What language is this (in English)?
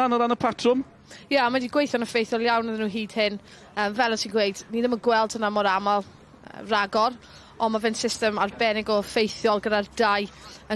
Welsh